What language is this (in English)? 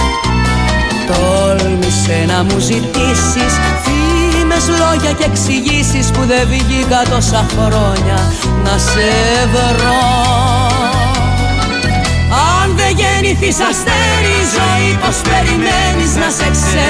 Greek